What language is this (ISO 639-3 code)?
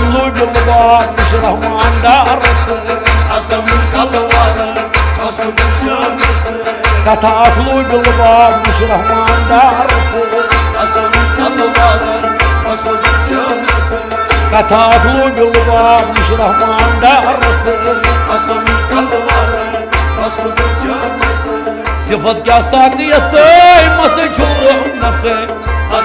kas